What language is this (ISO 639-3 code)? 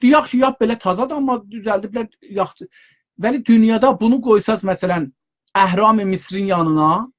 azb